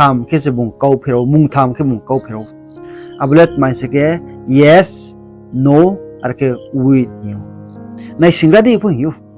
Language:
Riang (India)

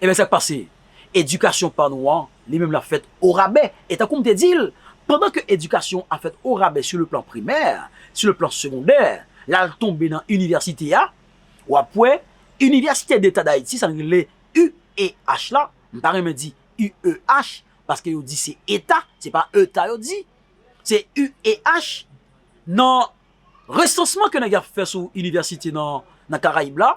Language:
Haitian Creole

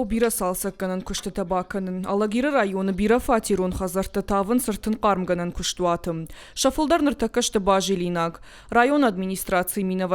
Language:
Ossetic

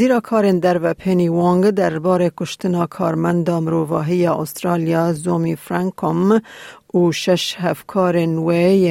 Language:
Kurdish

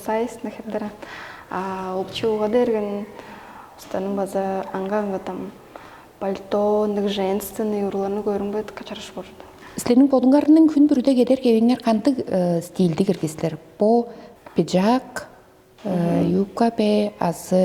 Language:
Tuvinian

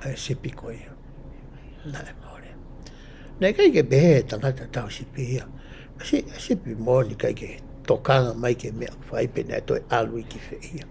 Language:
Tongan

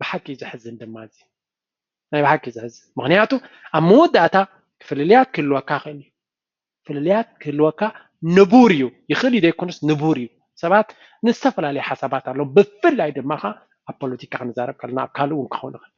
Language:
Tigrinya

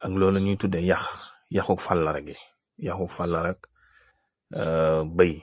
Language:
Wolof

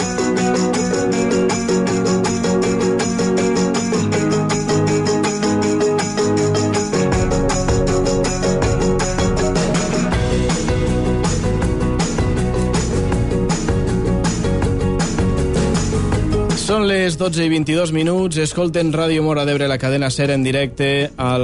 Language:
Catalan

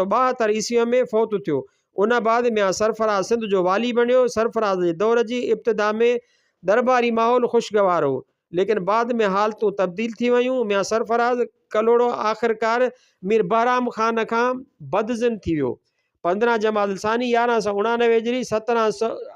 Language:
Sindhi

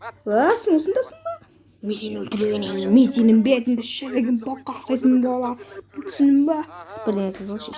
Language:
Kazakh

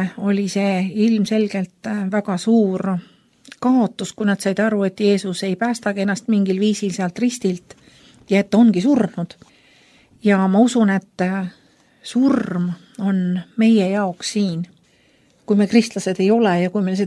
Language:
Estonian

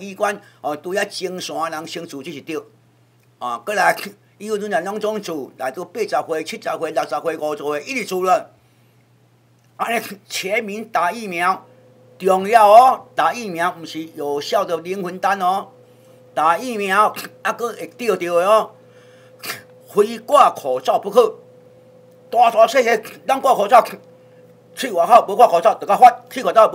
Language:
Min Nan Chinese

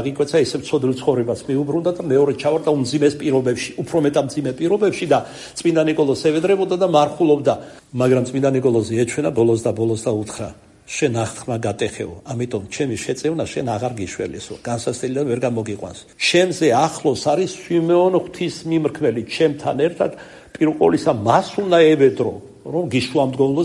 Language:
Georgian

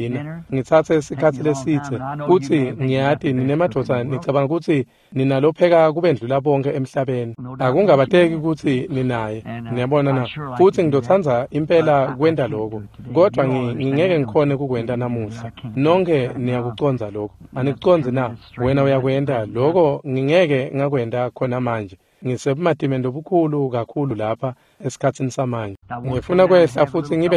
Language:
Swati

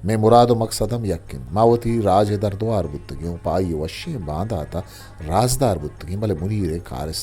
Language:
Eastern Balochi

